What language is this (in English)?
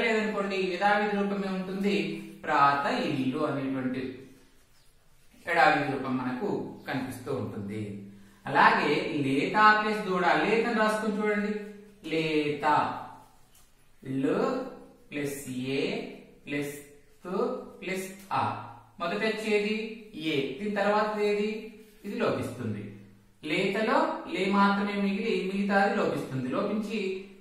Telugu